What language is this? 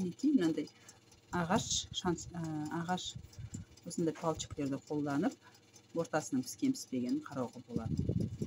Kazakh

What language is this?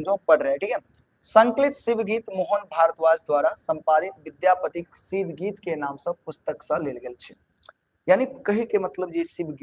Maithili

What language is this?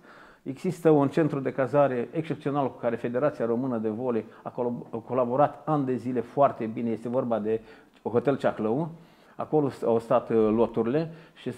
Romanian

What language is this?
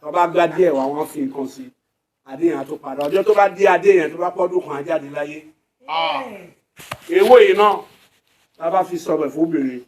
Yoruba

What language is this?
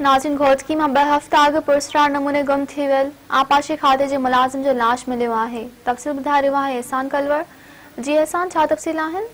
Sindhi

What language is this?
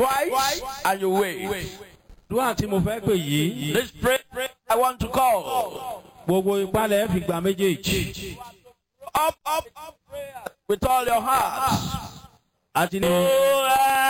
Yoruba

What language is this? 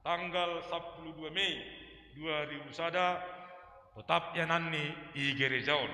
Batak Simalungun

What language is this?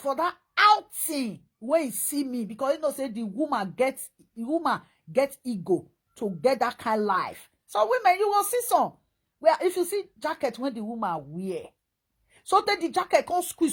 Nigerian Pidgin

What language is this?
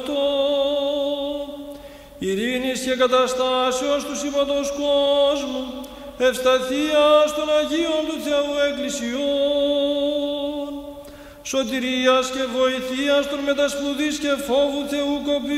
Greek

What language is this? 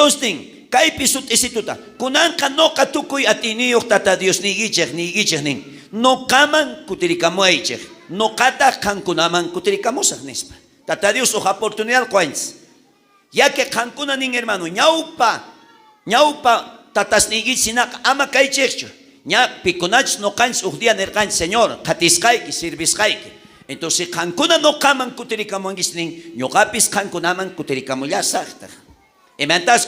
South Bolivian Quechua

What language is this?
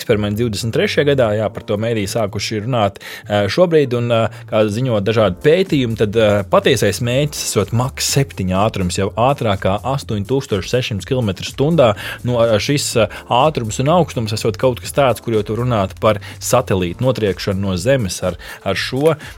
Latvian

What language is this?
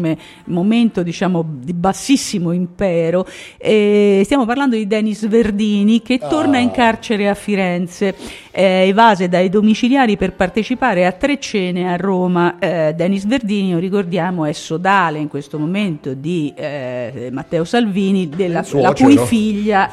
Italian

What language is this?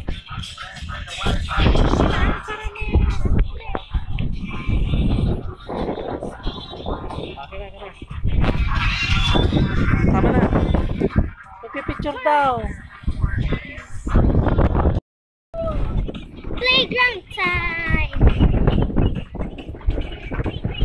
Filipino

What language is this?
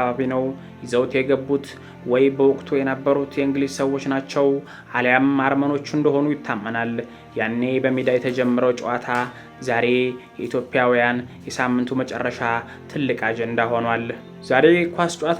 Amharic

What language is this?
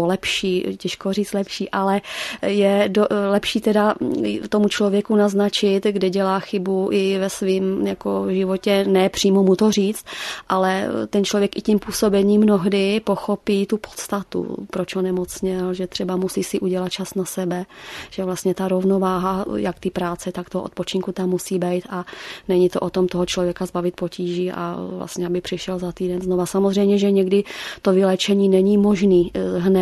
Czech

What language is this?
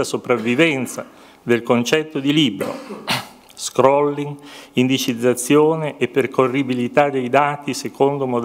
Italian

